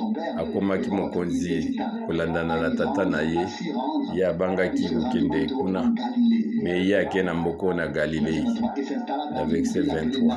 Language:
Lingala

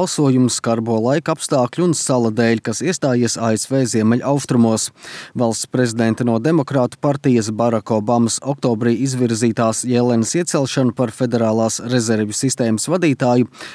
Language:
Latvian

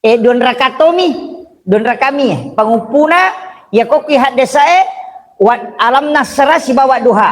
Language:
Buginese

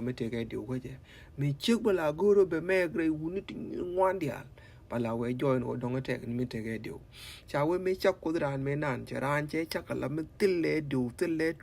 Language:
Nuer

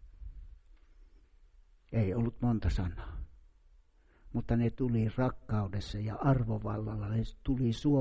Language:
Finnish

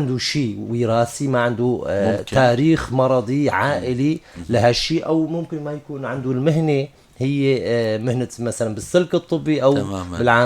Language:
North Levantine Arabic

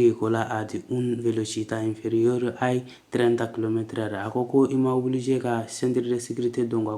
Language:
Bambara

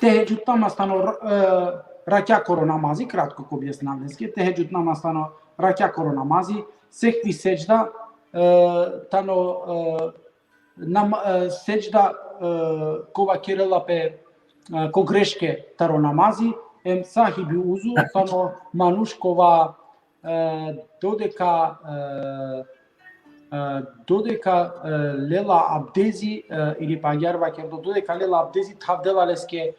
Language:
Balkan Romani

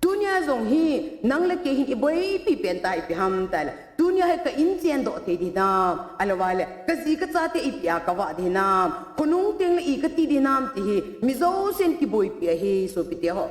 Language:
Thado Chin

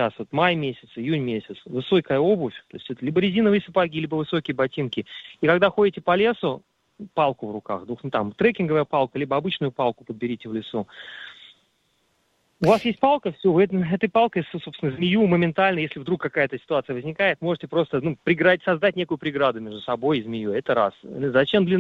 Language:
Russian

